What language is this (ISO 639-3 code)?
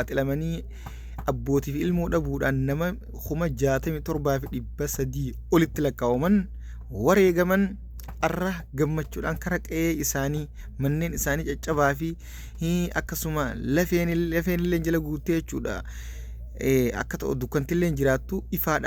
orm